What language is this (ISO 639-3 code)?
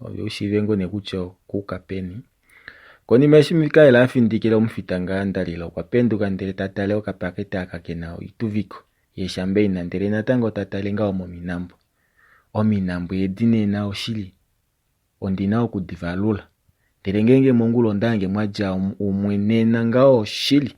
kua